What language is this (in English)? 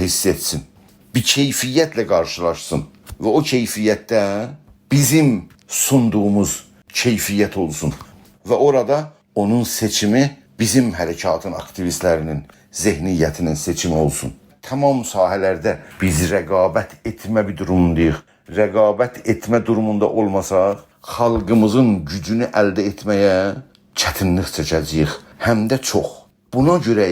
South Azerbaijani